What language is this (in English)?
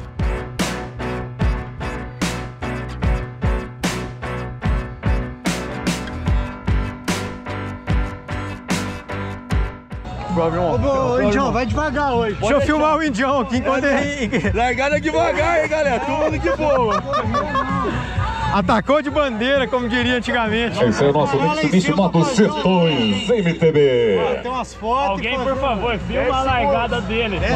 Portuguese